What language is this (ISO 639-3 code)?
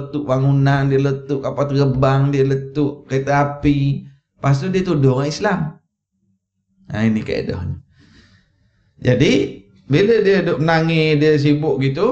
msa